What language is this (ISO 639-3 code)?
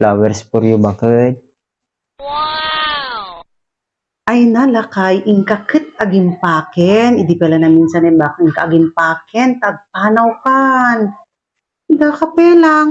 ilo